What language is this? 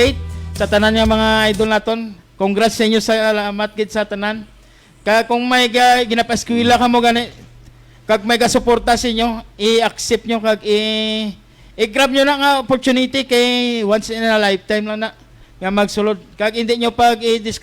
Hiligaynon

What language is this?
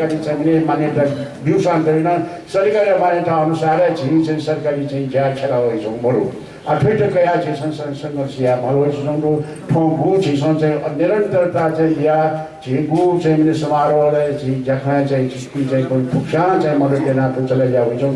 Newari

